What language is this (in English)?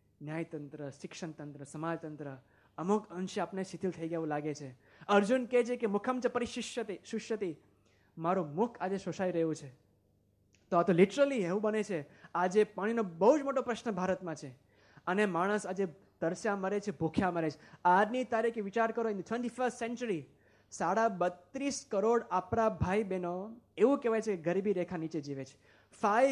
Gujarati